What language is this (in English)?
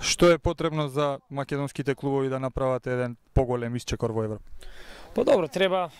Macedonian